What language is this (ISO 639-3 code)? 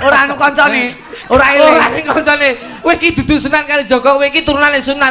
jav